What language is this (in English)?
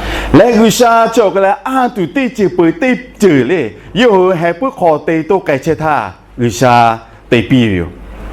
Lahu